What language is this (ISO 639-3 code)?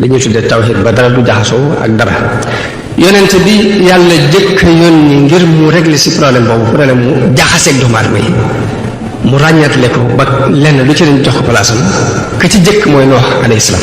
wol